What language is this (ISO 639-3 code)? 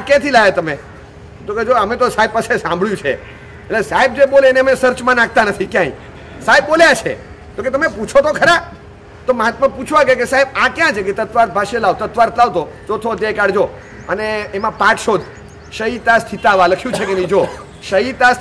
guj